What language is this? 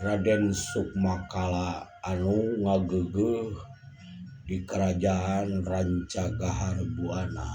Sundanese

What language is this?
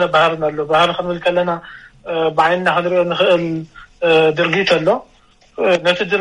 Tigrinya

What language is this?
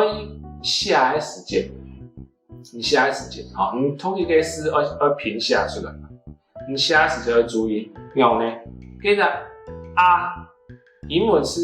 Hakka Chinese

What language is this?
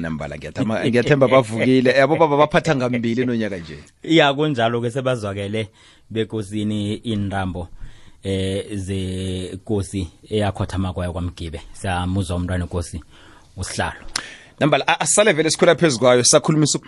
South Ndebele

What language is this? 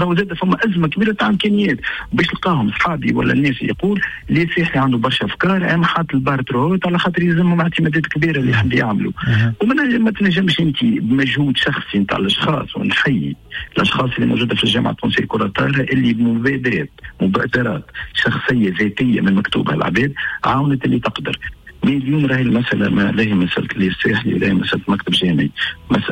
Tunisian Arabic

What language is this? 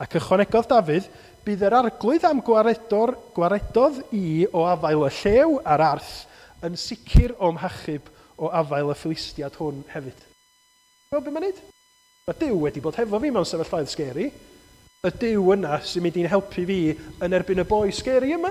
Welsh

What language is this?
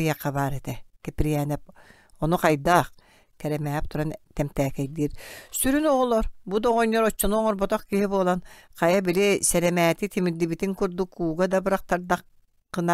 Yakut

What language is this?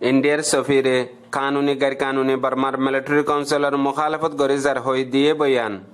Rohingya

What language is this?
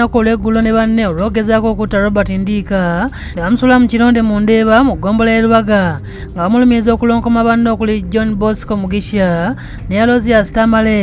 Ganda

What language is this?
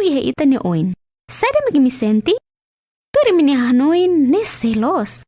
Tetum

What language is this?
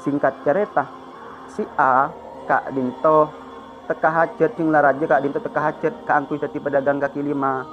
Madurese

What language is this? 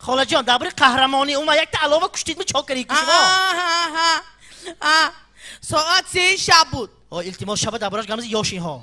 Tajik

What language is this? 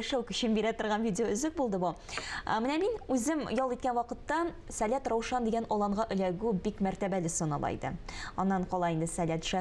Tatar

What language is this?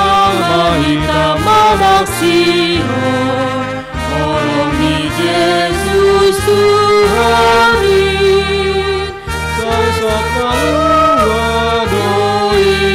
Batak Simalungun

